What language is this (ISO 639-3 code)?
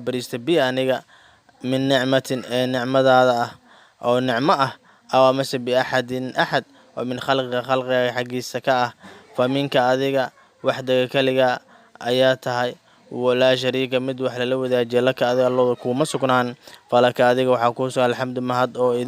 som